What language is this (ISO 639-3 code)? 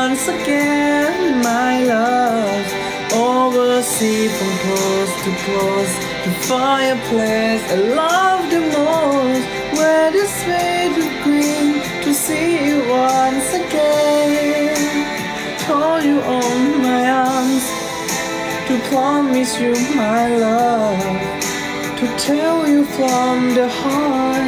tha